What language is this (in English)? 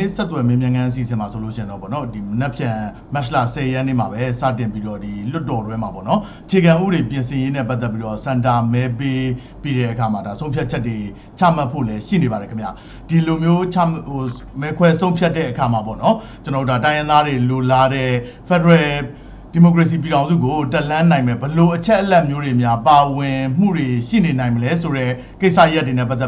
Burmese